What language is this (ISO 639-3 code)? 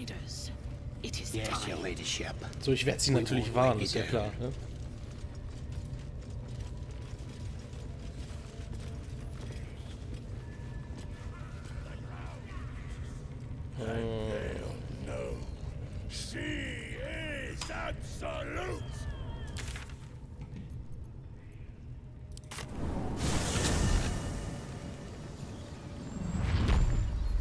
deu